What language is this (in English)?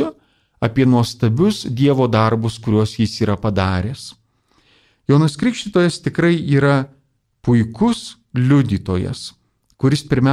Lithuanian